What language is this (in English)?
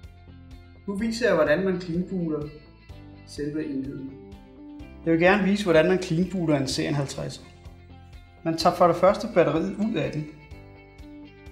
Danish